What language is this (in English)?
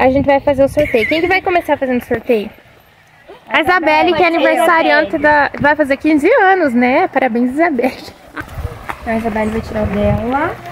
Portuguese